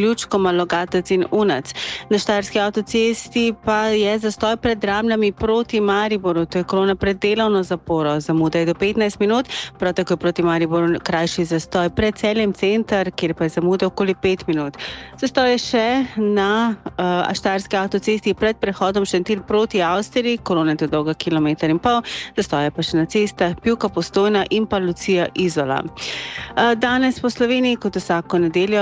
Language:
Slovenian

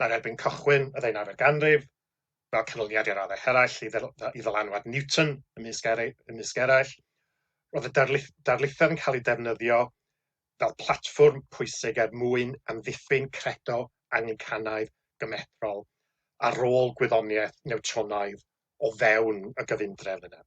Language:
Welsh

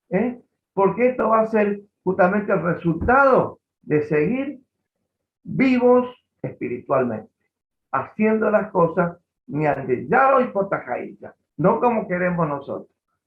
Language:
Guarani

